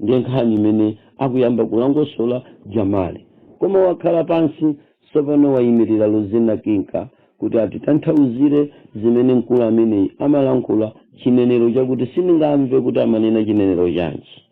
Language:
Nyanja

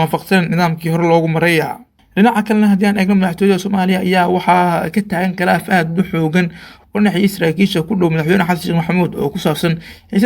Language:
Somali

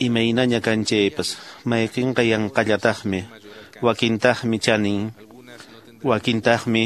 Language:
Quechua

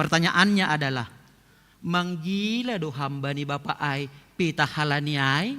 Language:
Batak Simalungun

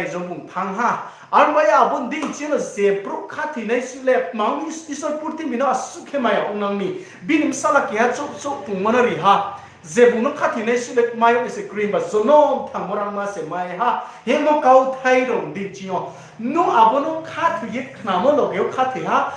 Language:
Riang (India)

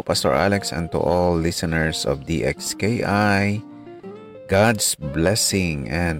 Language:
Hiligaynon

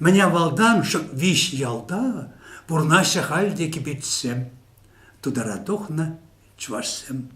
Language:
Chuvash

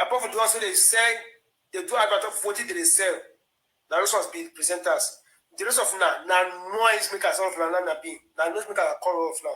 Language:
Nigerian Pidgin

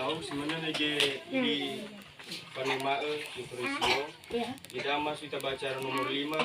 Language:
Nias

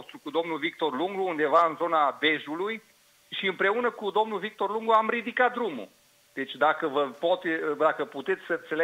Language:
Romanian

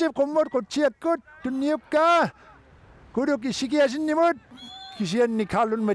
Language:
Kalaallisut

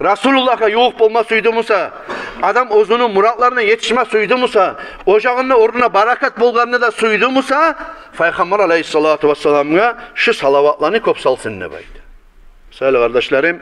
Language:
Kumyk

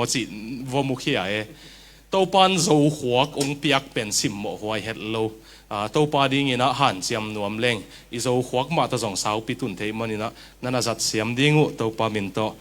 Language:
Tedim Chin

